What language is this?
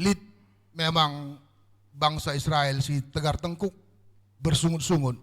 Batak Karo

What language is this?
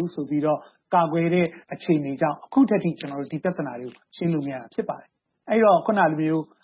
Burmese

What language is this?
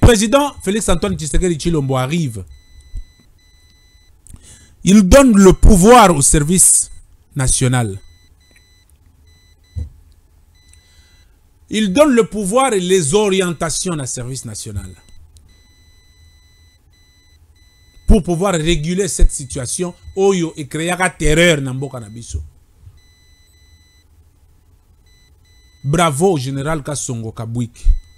French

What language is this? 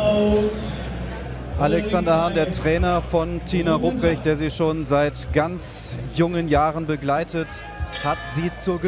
German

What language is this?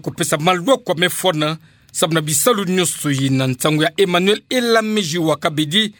Kituba (Democratic Republic of Congo)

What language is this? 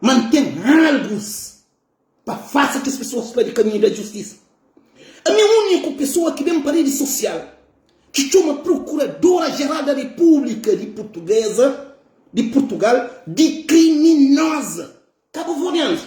Kabuverdianu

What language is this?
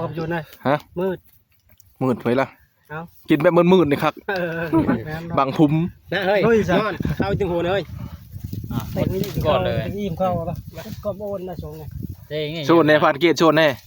Northeastern Thai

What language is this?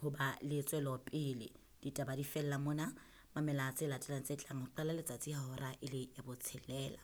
Southern Sotho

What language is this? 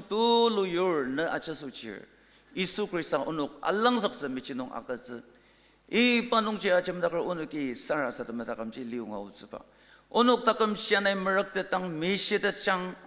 Ao Naga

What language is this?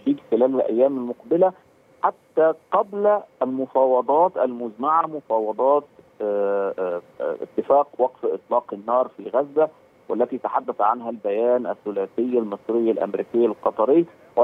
Arabic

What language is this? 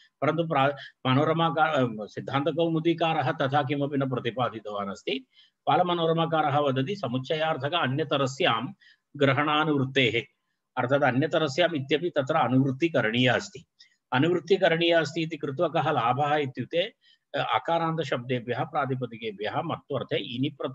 Sanskrit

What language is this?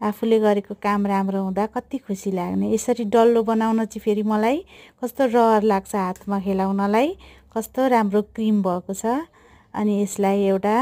Nepali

